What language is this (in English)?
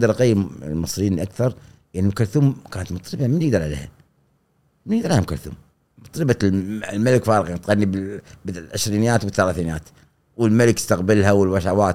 Gulf Arabic